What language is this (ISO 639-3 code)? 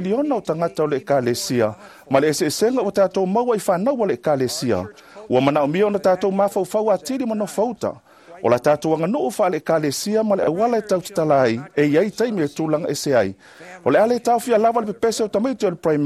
smo